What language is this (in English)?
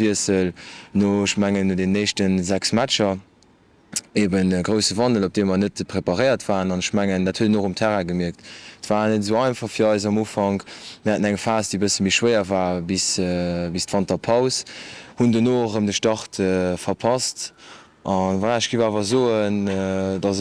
Luxembourgish